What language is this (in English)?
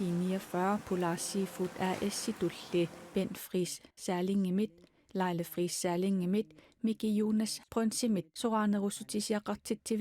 Kalaallisut